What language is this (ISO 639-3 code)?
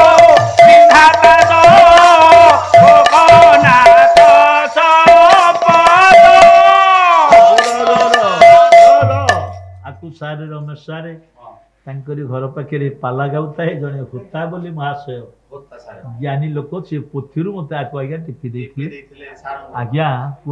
ori